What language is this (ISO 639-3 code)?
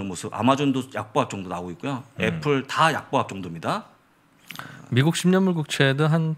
kor